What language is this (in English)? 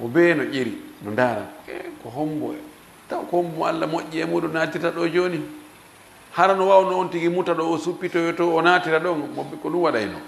Fula